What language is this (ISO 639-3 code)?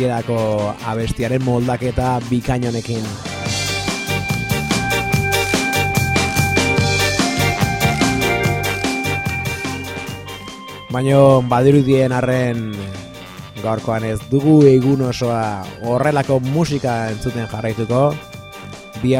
eus